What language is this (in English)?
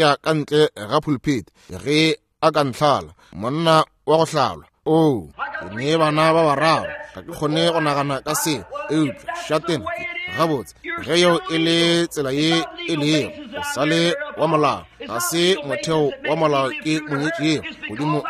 Northern Sotho